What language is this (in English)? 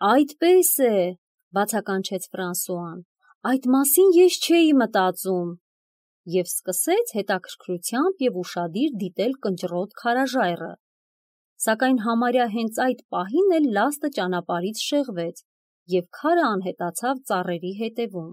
Armenian